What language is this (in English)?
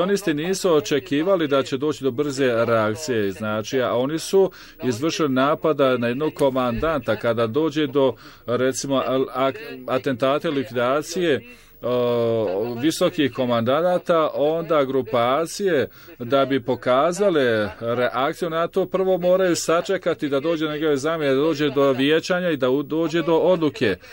Bosnian